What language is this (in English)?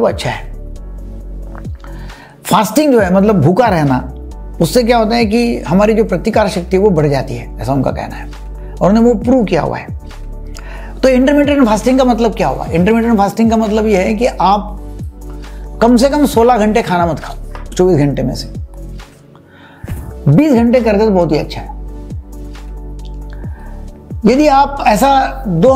Hindi